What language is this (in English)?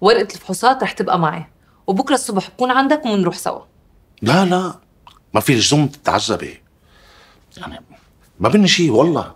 North Levantine Arabic